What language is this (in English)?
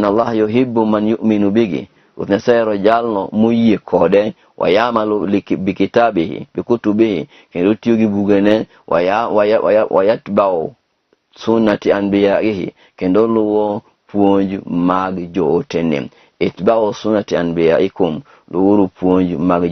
Luo (Kenya and Tanzania)